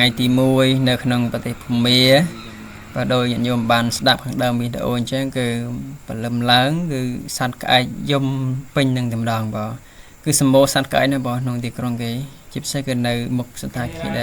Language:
Khmer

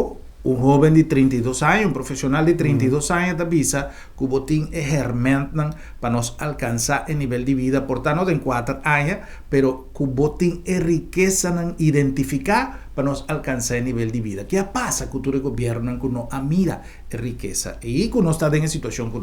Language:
Papiamento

